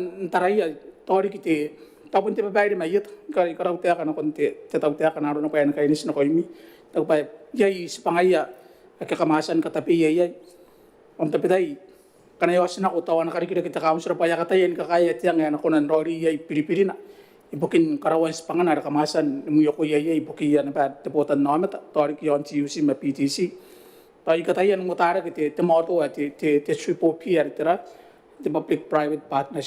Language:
Gilbertese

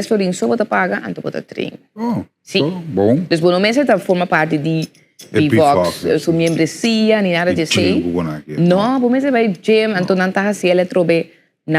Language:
Papiamento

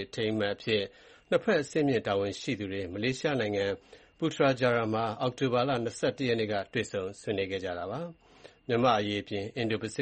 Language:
Burmese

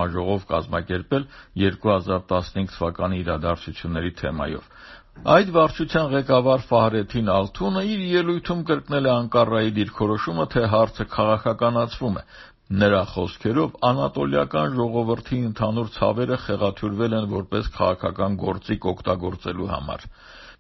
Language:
Armenian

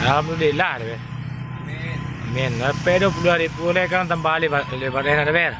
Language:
Minangkabau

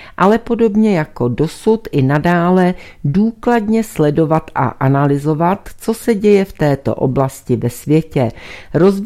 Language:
Czech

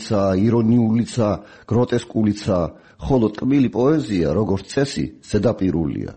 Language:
Georgian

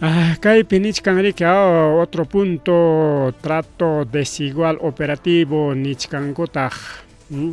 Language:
Ayacucho Quechua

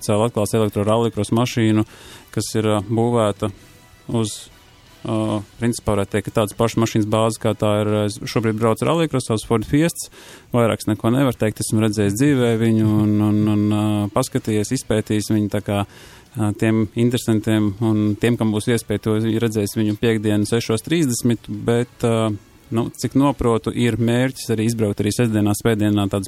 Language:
Latvian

